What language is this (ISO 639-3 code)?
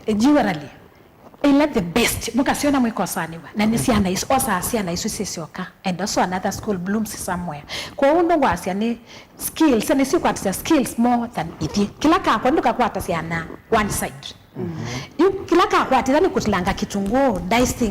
kam